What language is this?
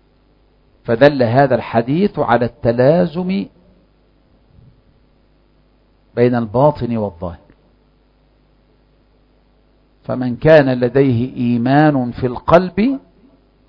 Arabic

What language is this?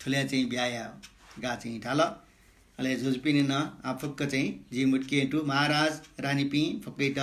Newari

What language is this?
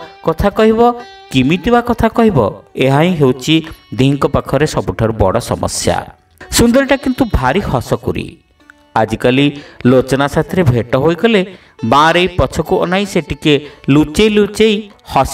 Odia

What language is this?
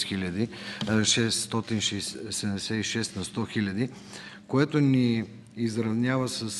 Bulgarian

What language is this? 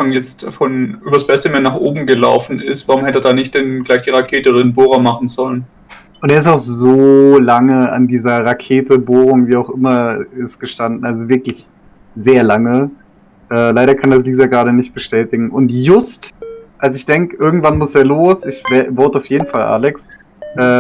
Swiss German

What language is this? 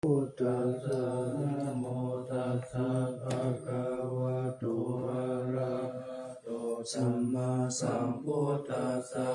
Pali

